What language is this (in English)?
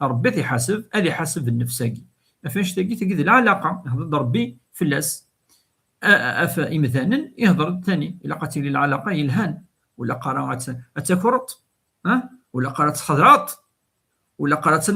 Kabyle